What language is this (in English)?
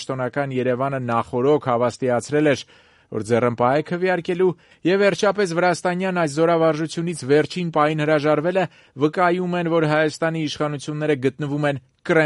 Armenian